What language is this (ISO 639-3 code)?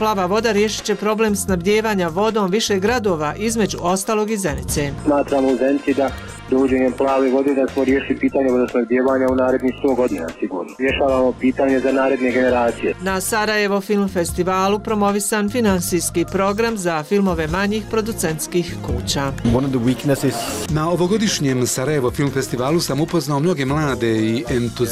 bos